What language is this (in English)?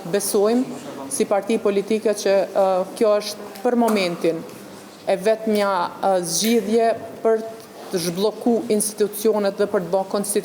Albanian